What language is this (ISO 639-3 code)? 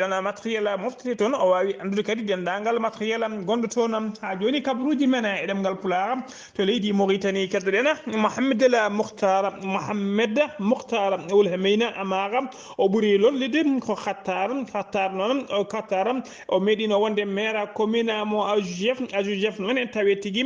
ful